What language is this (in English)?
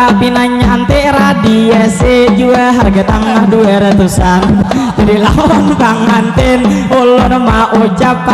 Banjar